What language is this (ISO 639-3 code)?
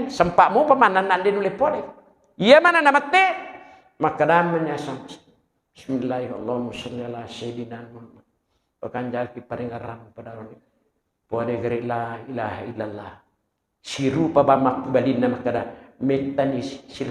bug